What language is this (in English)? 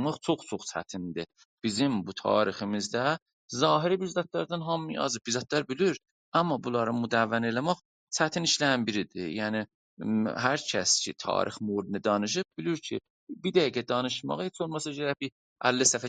South Azerbaijani